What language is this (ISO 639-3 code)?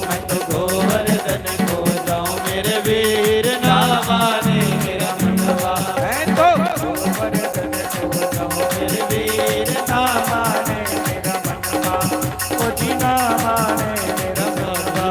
doi